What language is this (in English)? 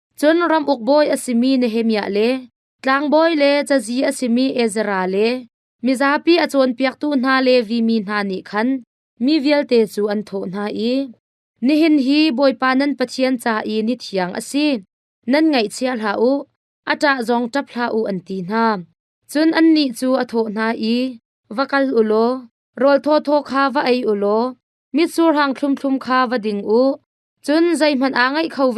Hakha Chin